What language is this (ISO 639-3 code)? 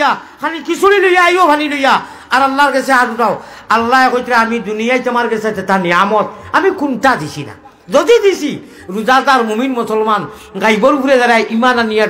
syl